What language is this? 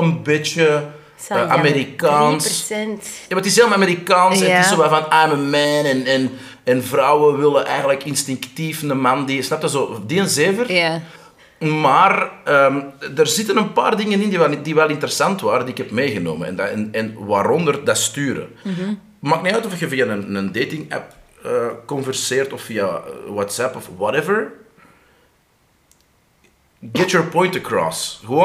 Dutch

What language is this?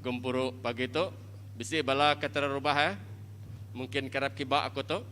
Iban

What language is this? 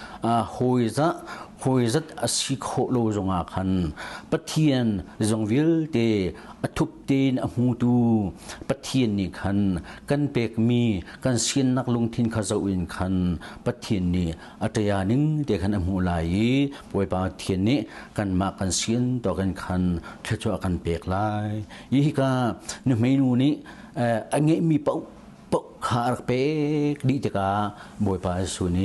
Hakha Chin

